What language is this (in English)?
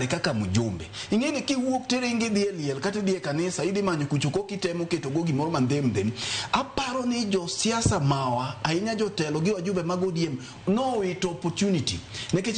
Luo (Kenya and Tanzania)